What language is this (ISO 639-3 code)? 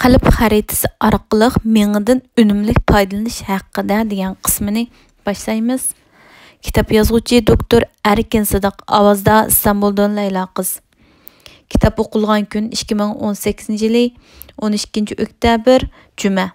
uig